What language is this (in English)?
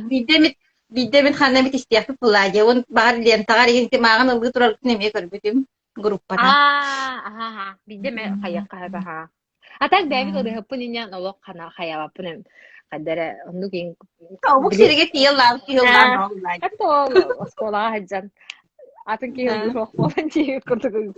Yakut